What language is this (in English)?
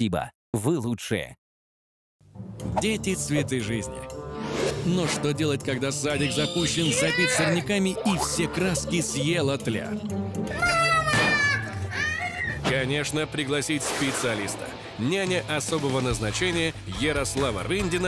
Russian